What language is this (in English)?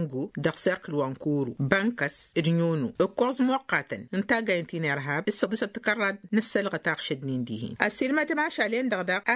Tamasheq